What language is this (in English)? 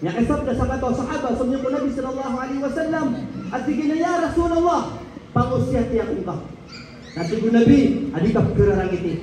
Maranao